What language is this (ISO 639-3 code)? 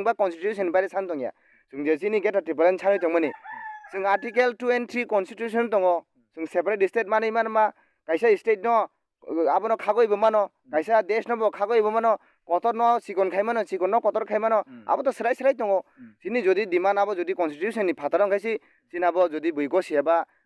trp